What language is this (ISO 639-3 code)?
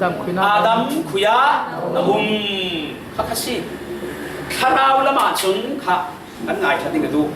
cfm